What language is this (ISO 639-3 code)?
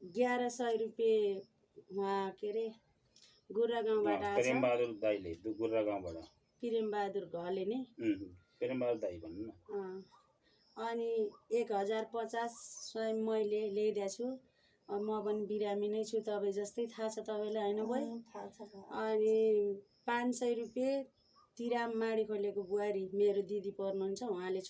nep